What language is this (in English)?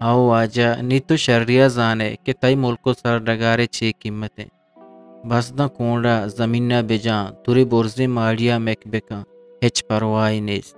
Eastern Balochi